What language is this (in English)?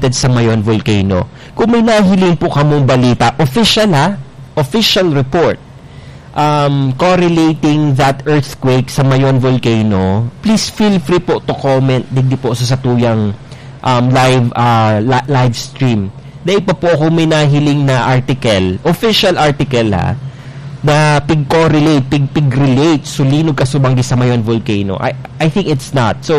Bikol